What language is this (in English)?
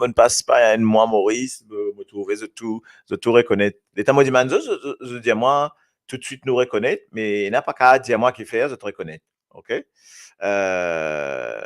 Morisyen